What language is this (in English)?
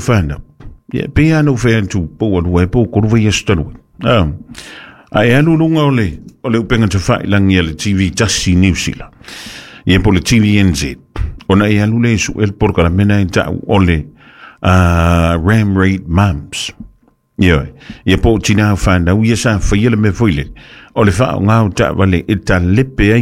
Samoan